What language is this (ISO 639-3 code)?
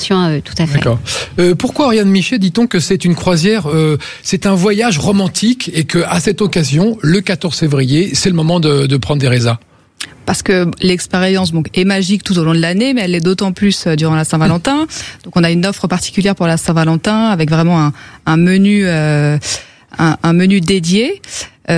fra